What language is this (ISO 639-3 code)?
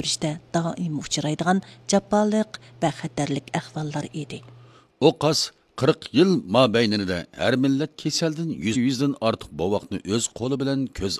uig